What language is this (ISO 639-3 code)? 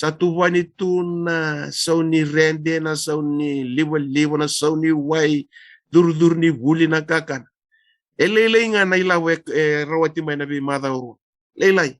fij